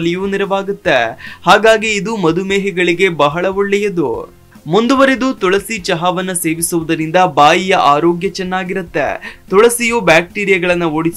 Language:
Kannada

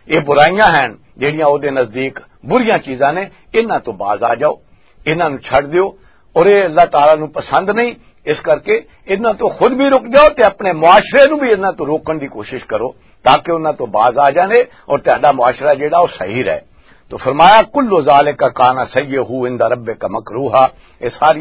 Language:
Western Panjabi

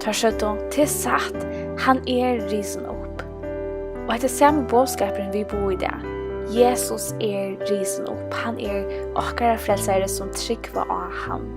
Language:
Faroese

